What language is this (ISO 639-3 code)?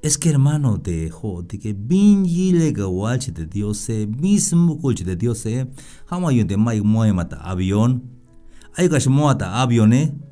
tzh